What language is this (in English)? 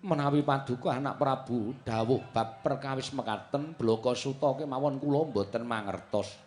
Javanese